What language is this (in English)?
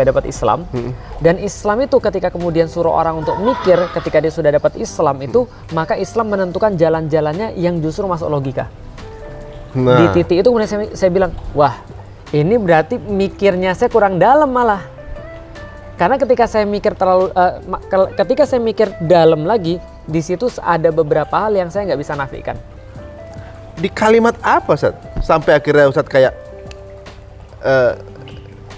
Indonesian